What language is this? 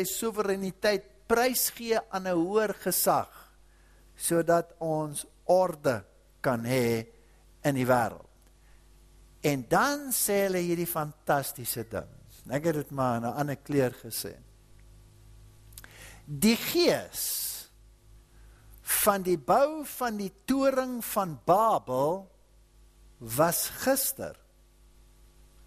Afrikaans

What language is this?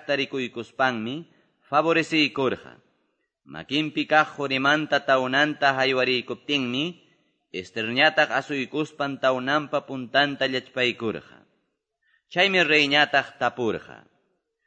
Quechua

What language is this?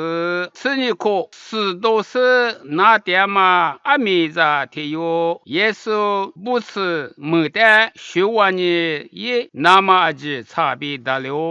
Lisu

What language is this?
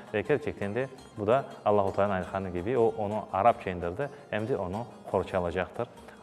Crimean Tatar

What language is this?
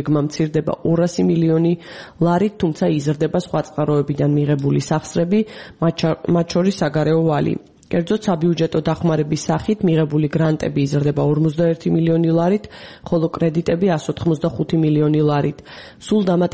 Georgian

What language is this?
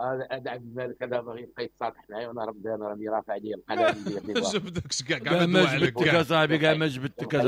Moroccan Arabic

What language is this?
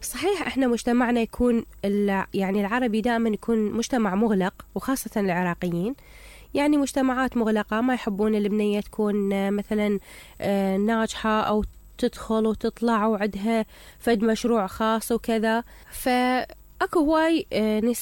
Mesopotamian Arabic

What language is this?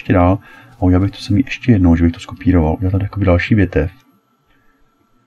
Czech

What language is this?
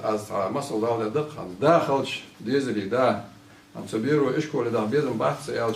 Ingush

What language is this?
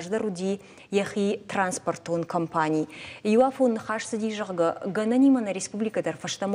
Ossetic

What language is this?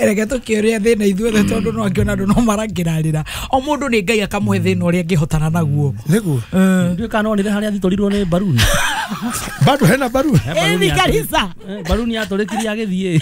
Kikuyu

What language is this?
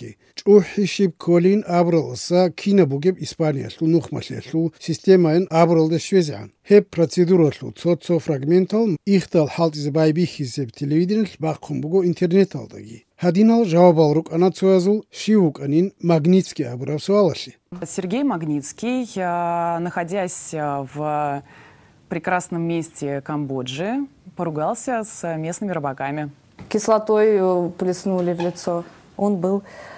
Avaric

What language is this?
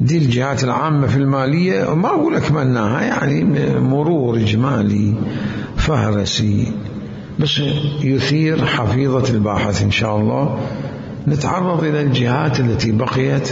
Mesopotamian Arabic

